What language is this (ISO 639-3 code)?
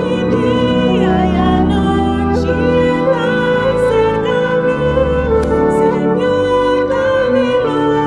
pap